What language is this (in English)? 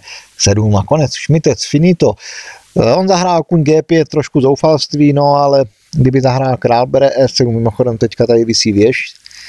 Czech